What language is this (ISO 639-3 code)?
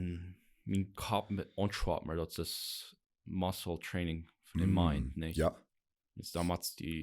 pdt